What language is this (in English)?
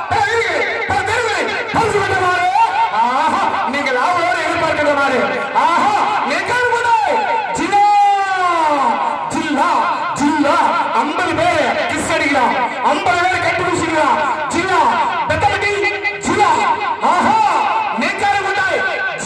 Tamil